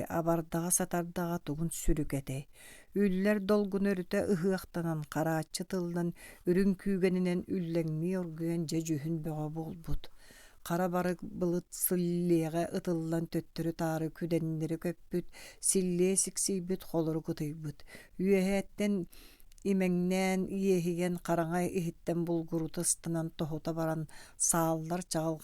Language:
Yakut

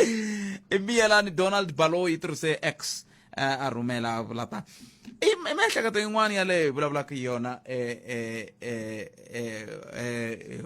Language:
Tsonga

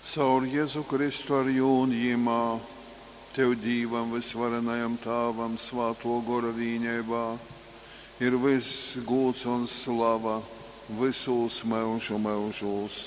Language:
Latgalian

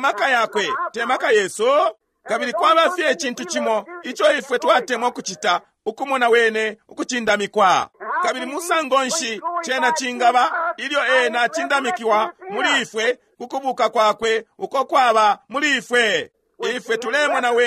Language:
Bemba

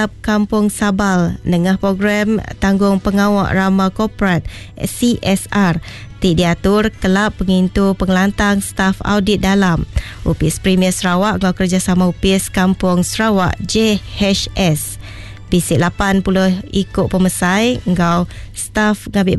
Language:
Iban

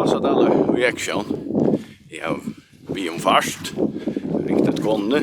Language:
Faroese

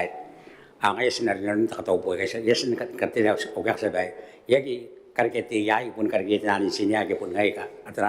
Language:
Gilbertese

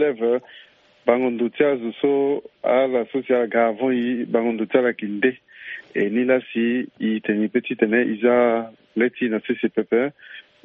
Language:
Sango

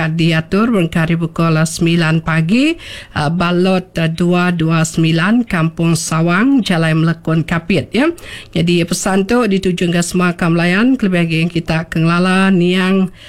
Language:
Iban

